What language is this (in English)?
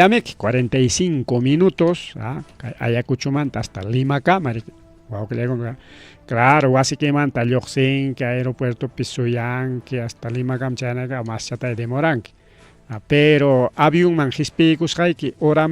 Ayacucho Quechua